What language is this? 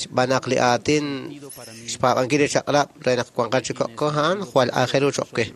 Kekchí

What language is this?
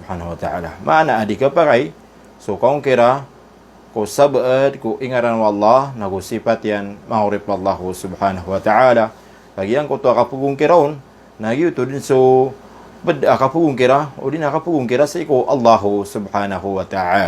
Maranao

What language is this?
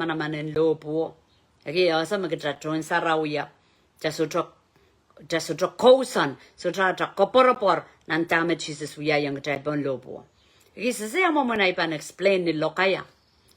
Pohnpeian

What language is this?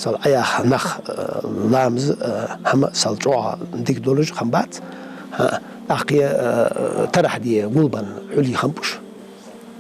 Ingush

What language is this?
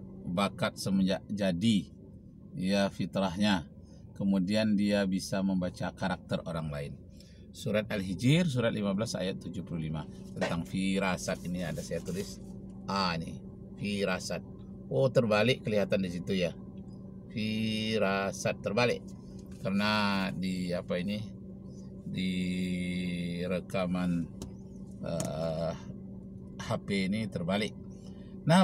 Indonesian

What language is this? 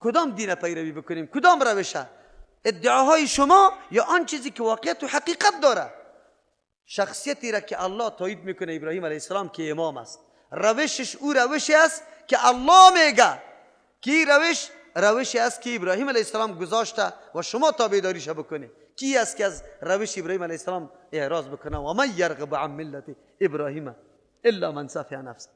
Persian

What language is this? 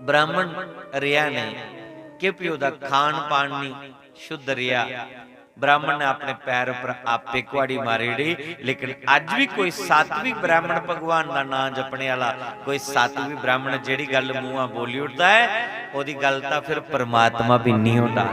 Dogri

